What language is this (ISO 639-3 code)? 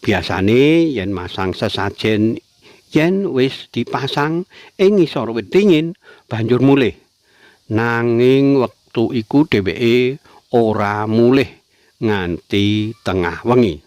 jav